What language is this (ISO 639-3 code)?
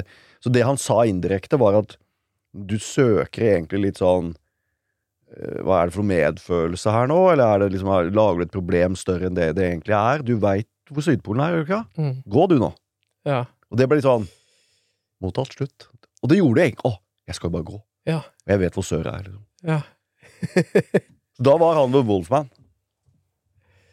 nor